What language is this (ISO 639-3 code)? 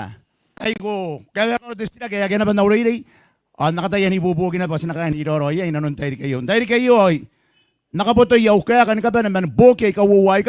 gil